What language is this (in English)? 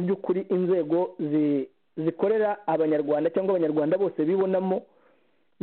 Kinyarwanda